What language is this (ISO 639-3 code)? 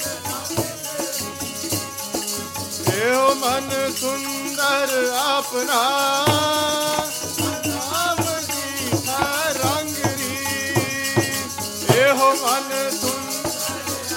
pan